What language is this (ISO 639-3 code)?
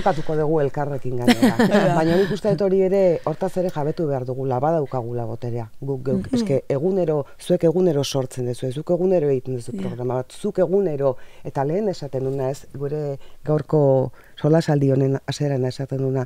eus